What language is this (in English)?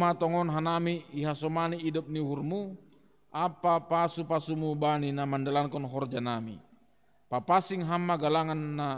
Batak Simalungun